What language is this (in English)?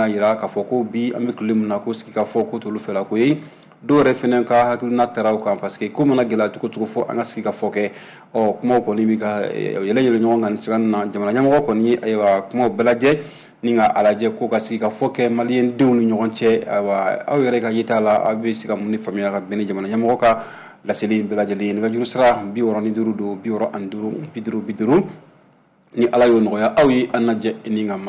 Bambara